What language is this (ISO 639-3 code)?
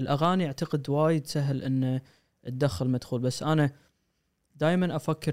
afb